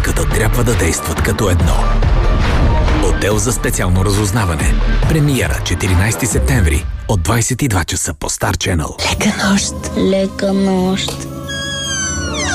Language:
Bulgarian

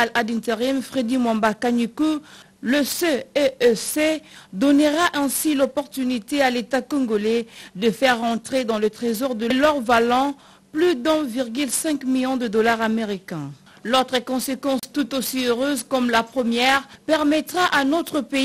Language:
French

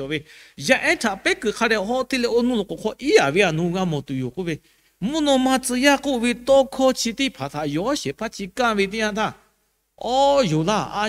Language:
Lahu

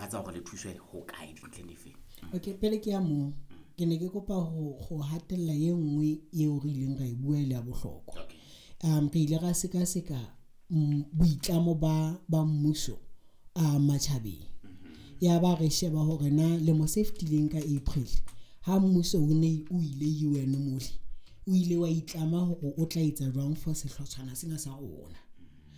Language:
Southern Sotho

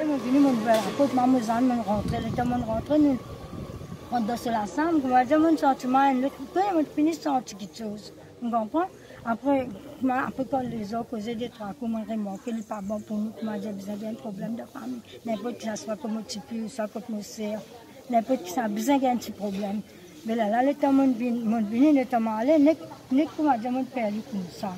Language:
Morisyen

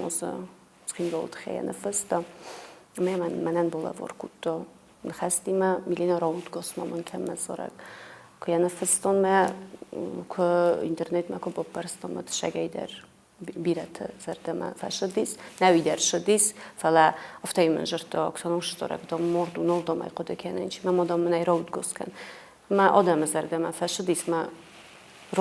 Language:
Ossetic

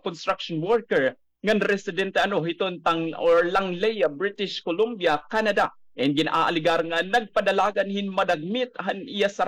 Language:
Waray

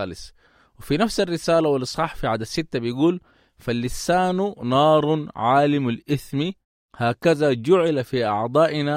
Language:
Sudanese Arabic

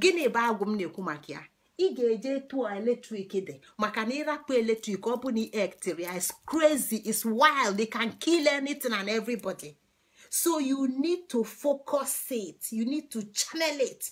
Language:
Igbo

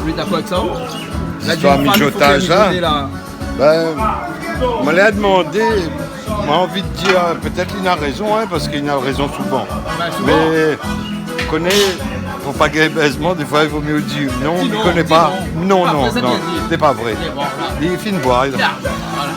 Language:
Réunion Creole French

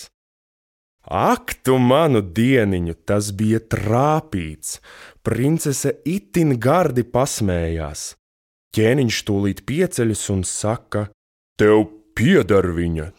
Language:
Latvian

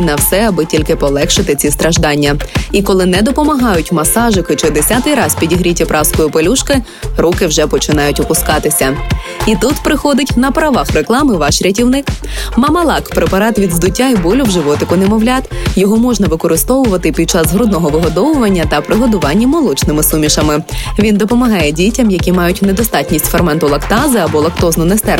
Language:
Ukrainian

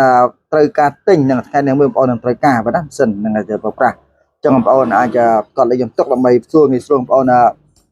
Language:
Khmer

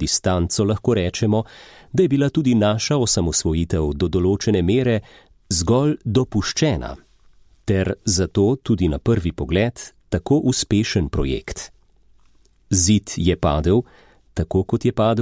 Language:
Slovenian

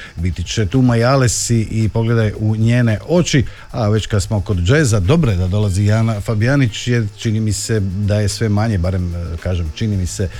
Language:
Croatian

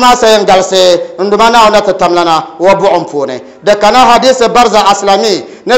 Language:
Dagbani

